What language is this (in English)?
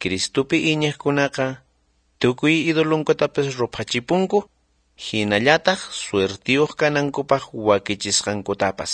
South Bolivian Quechua